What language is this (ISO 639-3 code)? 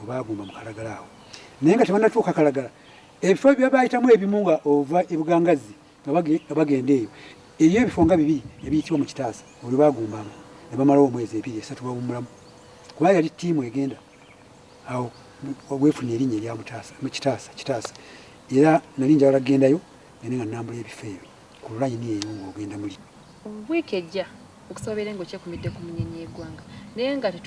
lug